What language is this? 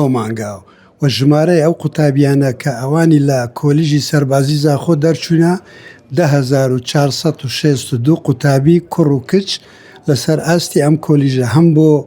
Central Kurdish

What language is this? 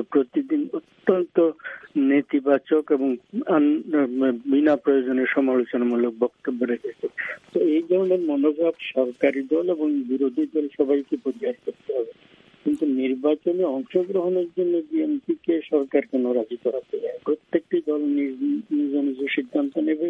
Bangla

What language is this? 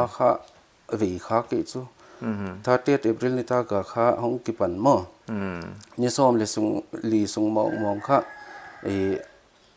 Paite Chin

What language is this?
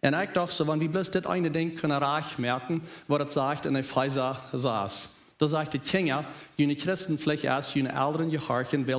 Plautdietsch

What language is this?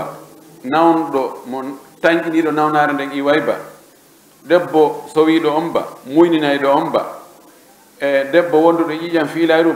Pular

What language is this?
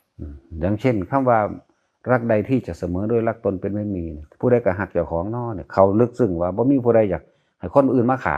Northeastern Thai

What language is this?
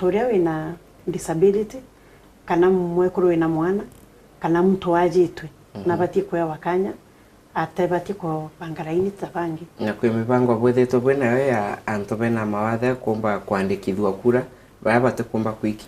Meru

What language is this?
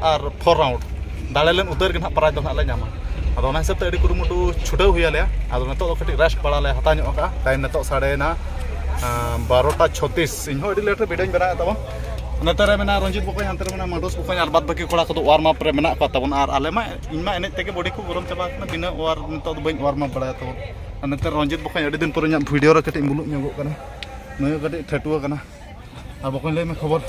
Santali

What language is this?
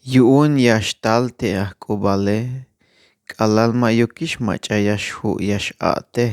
Tzeltal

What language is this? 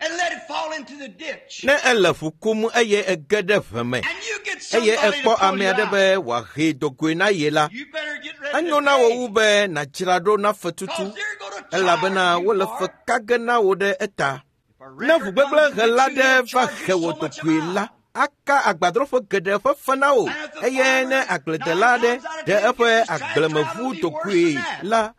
Ewe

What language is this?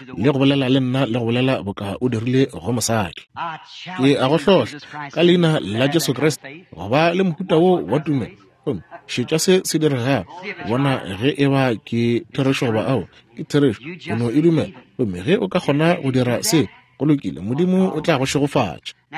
Northern Sotho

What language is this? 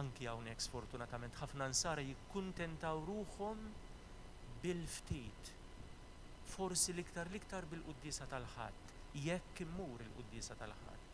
Maltese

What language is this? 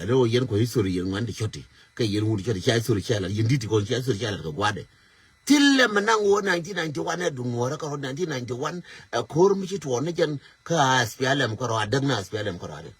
Nuer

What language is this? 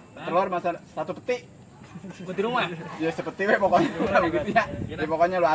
Betawi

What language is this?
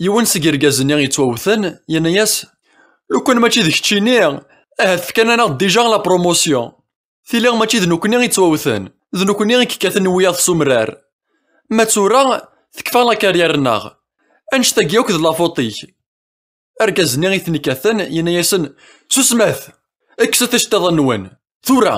Kabyle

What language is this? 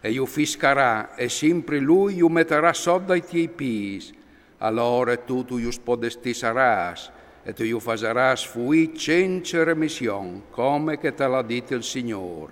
Friulian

